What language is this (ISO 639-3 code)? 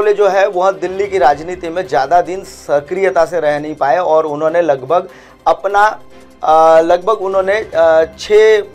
hin